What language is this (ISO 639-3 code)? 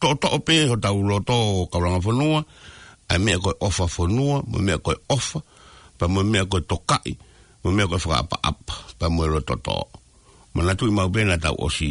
ton